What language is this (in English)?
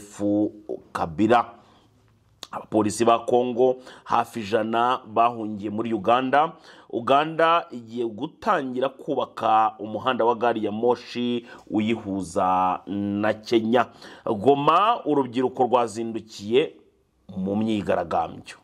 Kinyarwanda